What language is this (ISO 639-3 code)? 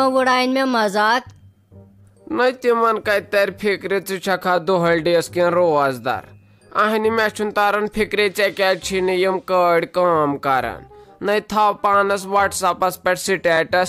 kas